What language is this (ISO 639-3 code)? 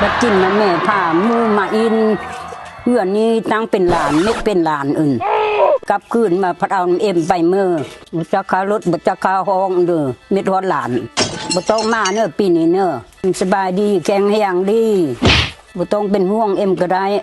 lao